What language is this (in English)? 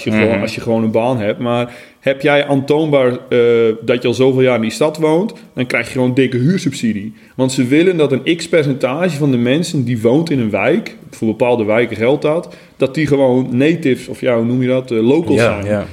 Dutch